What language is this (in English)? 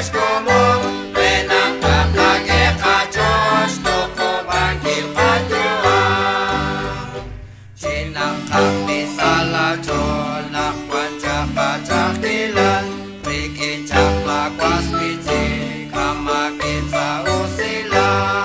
Kekchí